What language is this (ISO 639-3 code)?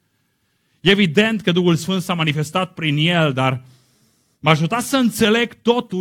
ron